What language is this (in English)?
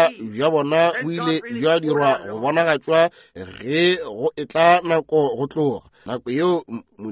Northern Sotho